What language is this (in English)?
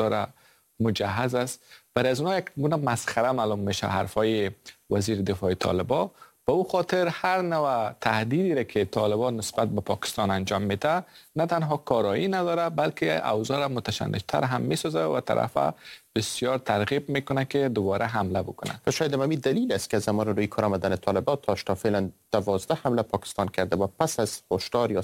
Persian